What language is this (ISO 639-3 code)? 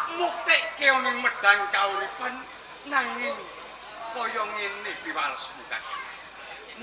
jav